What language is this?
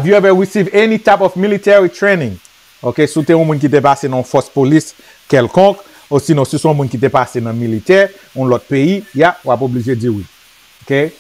Haitian Creole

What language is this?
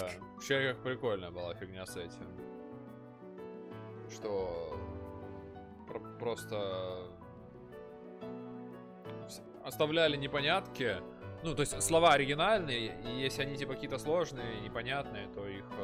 Russian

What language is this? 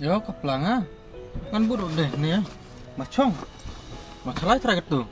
Khasi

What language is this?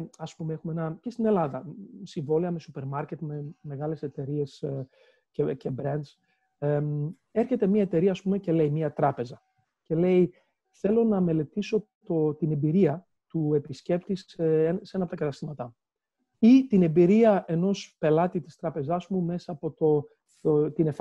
Greek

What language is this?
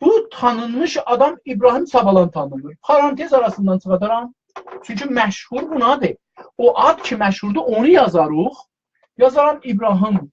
South Azerbaijani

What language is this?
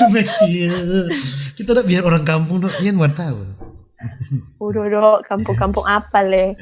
Manado Malay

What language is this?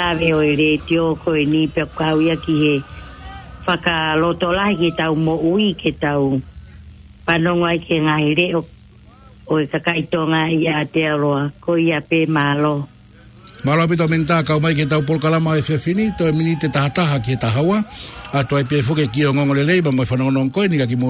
Tongan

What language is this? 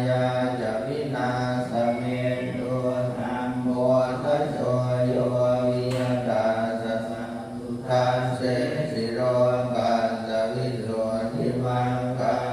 Pali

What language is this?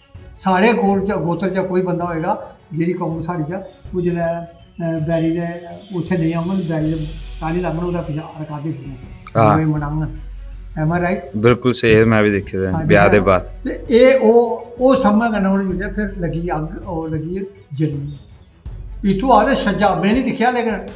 Dogri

